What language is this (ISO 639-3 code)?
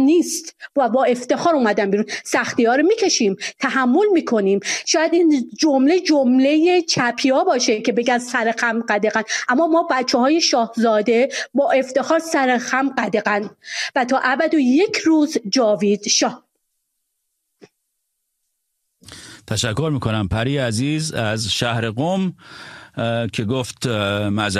fas